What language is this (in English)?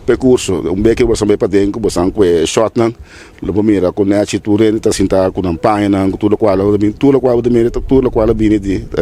Papiamento